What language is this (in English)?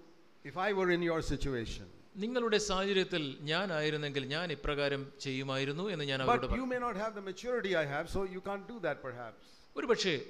Malayalam